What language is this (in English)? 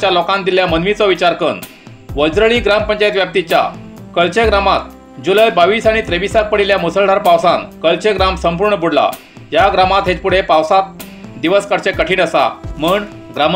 Konkani